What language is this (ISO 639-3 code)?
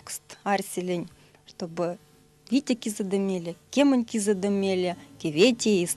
myv